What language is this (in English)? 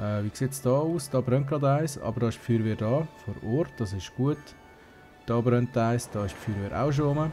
Swiss German